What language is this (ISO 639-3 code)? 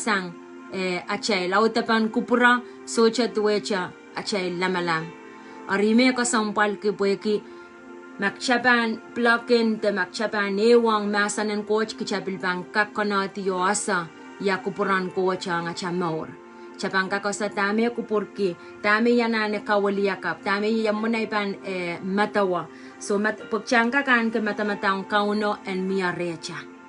pon